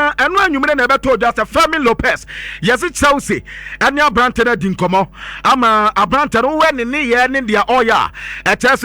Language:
Akan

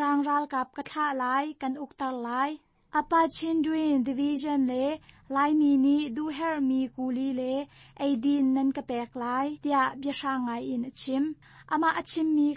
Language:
Hakha Chin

